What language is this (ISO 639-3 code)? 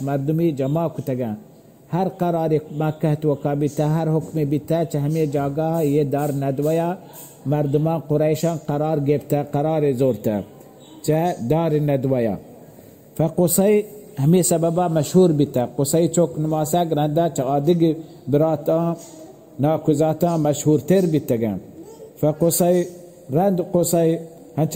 bal